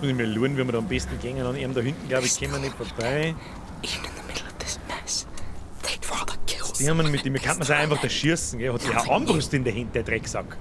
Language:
Bavarian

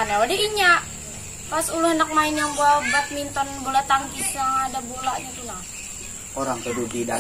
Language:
Banjar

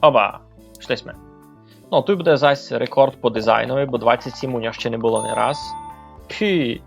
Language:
Rusyn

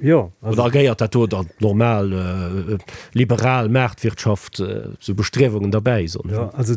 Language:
Luxembourgish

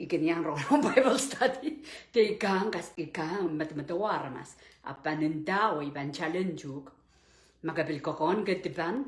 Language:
Pohnpeian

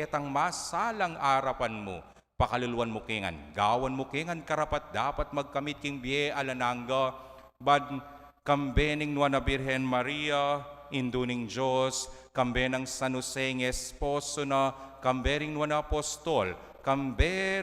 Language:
Pampanga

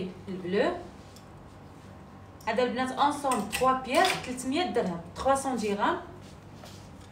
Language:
Moroccan Arabic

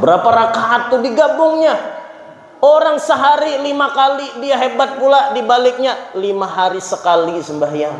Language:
Banjar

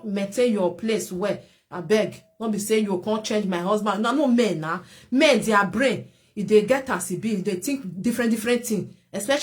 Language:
Nigerian Pidgin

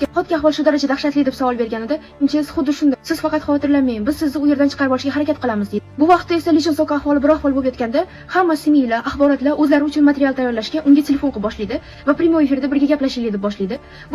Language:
Uzbek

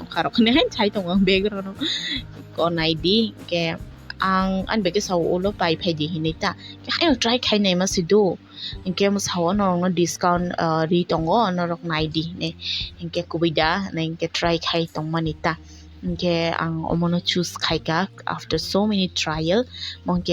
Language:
Kok Borok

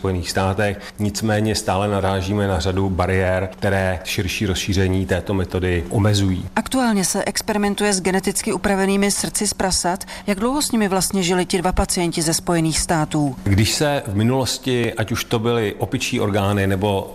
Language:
Czech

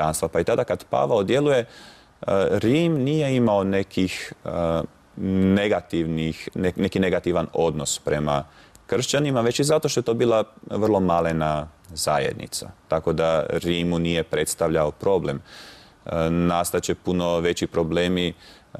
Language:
Croatian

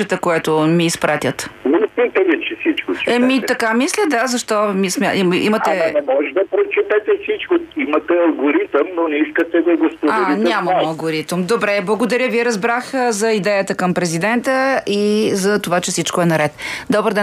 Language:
Bulgarian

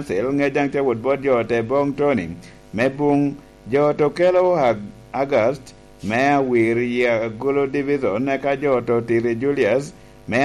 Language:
Lango (Uganda)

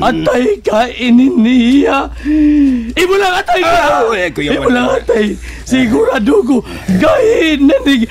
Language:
Cebuano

